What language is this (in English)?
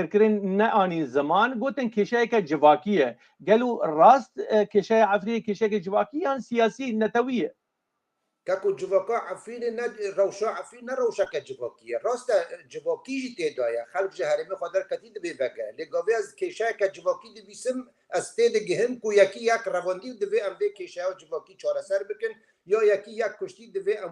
Kurdish